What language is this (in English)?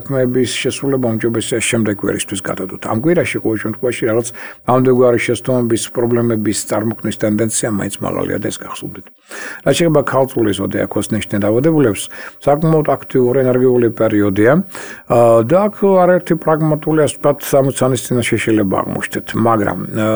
Georgian